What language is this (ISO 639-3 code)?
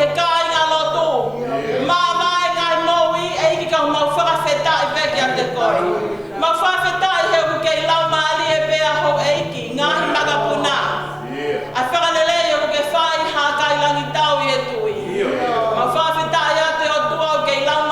ton